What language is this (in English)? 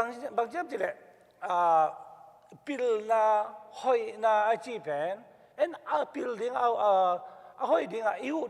Tedim Chin